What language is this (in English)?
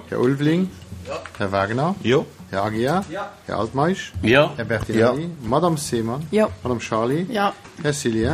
Luxembourgish